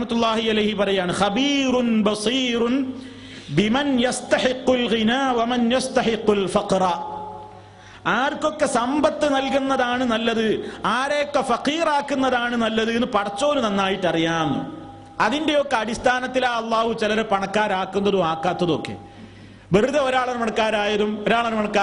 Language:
Malayalam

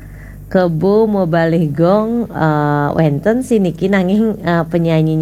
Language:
Balinese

